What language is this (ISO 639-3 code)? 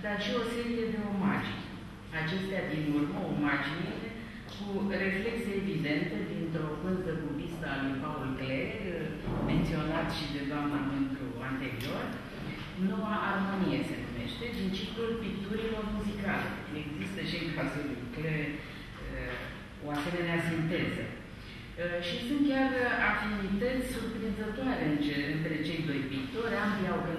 ron